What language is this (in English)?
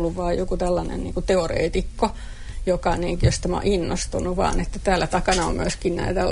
Finnish